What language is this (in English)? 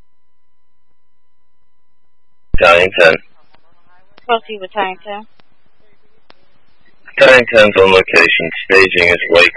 English